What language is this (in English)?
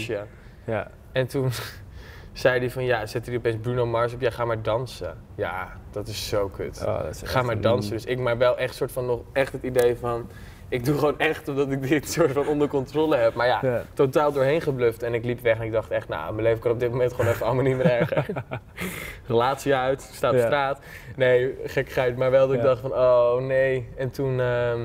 Dutch